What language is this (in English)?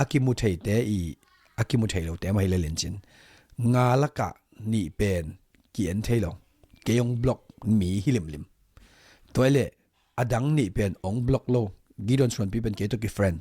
Tedim Chin